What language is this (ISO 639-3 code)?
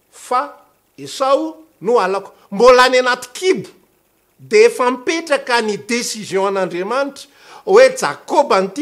mlg